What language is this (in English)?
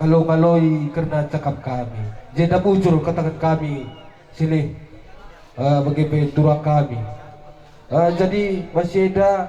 Batak Karo